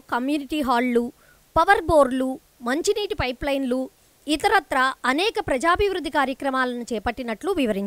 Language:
Telugu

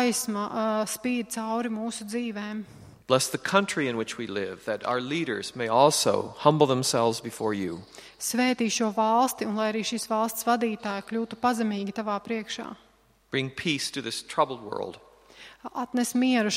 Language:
Latvian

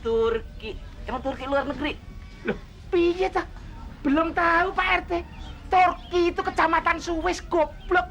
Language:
Betawi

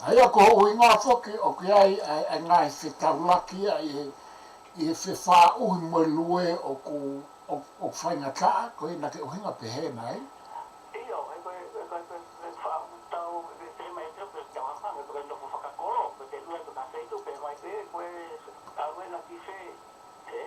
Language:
Tongan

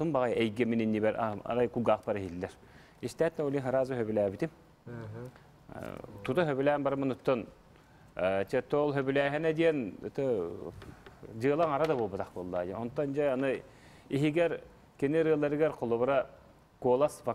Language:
Yakut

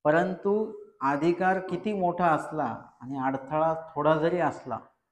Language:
Marathi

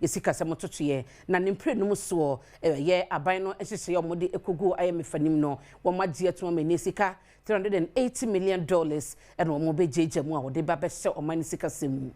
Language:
Akan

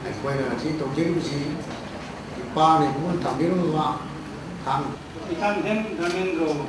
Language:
Manipuri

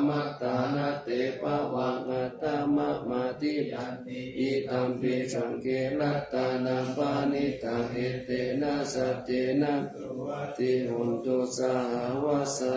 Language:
Pali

